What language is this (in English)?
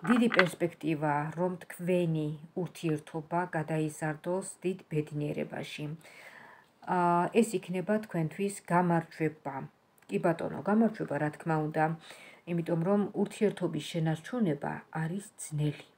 Georgian